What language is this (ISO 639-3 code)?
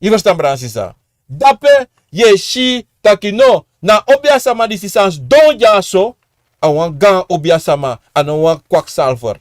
srn